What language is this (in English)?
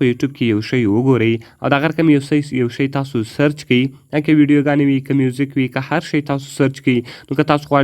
Pashto